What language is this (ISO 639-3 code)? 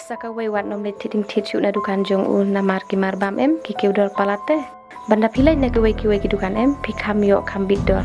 kha